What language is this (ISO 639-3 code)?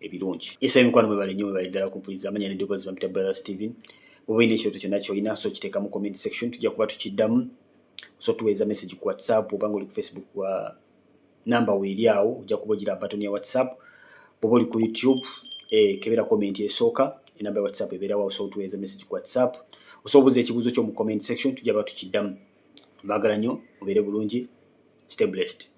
lug